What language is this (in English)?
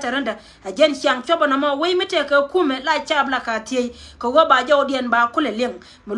Nuer